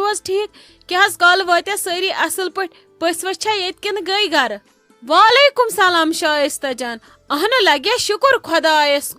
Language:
Kashmiri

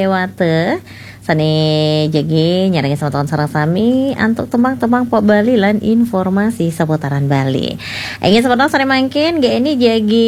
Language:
Balinese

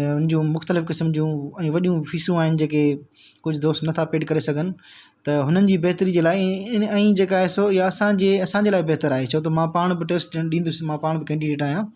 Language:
Sindhi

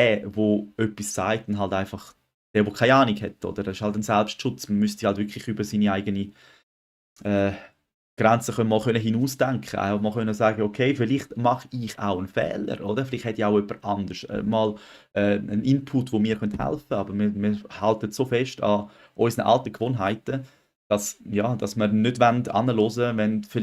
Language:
Swiss German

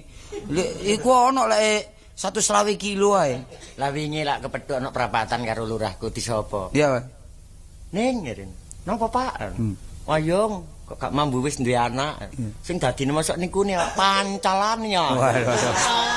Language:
Javanese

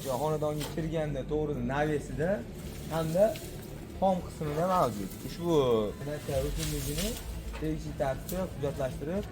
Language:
Uzbek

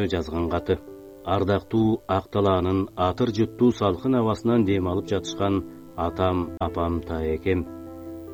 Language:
Kyrgyz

